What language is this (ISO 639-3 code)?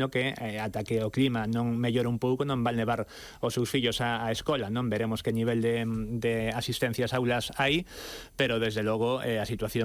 glg